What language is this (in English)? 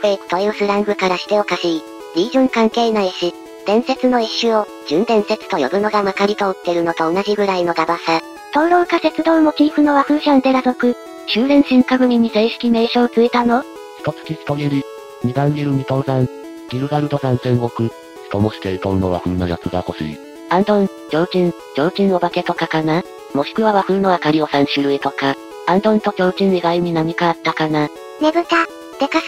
Japanese